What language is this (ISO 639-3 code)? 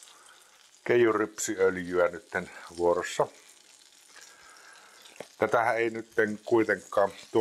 fin